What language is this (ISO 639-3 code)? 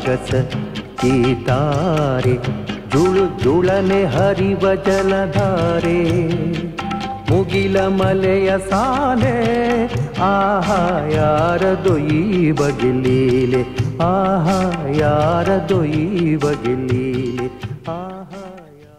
kan